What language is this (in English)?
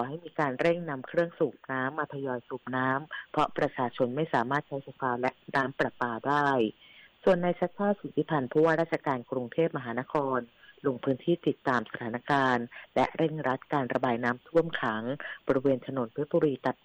Thai